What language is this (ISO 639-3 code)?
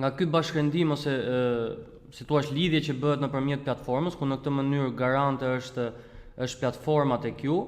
sqi